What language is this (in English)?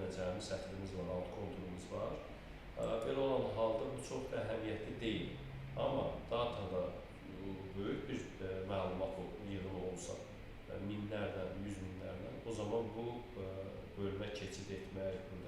Azerbaijani